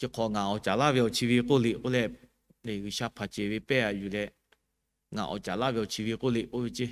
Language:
Lahu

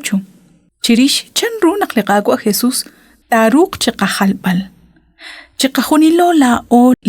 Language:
Kekchí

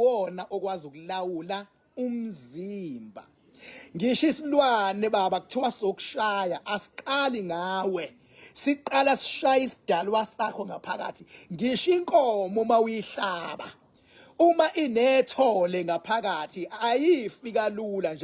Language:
Zulu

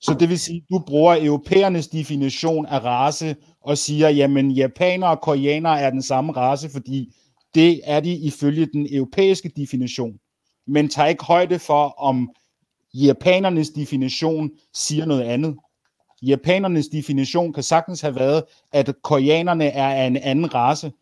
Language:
Danish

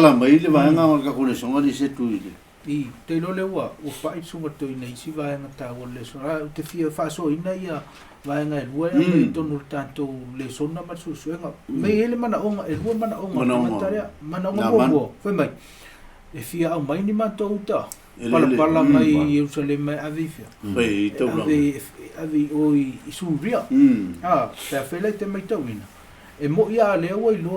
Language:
Samoan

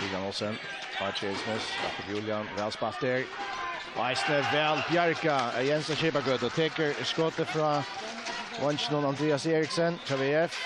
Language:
Faroese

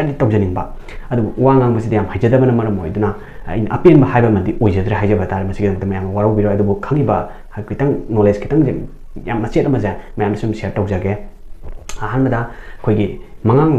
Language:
Manipuri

